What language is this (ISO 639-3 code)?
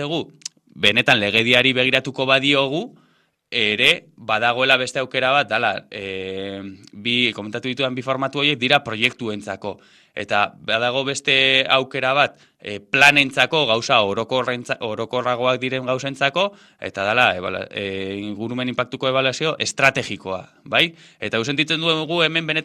eus